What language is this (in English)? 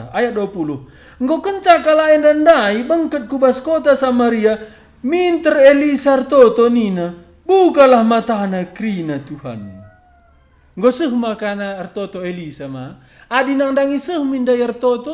Batak Karo